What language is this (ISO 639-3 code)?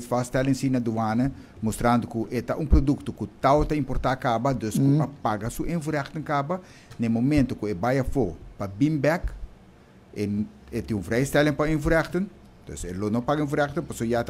pap